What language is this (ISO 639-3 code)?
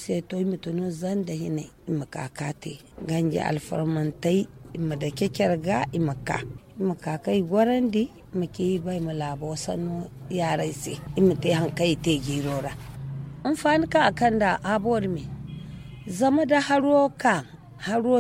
dje